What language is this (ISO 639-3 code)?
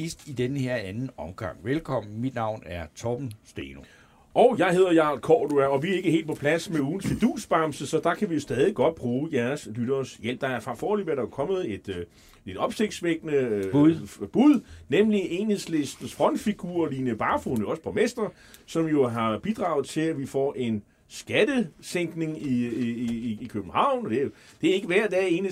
dan